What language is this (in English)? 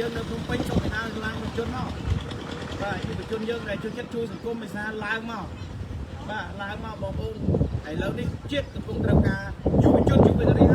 Khmer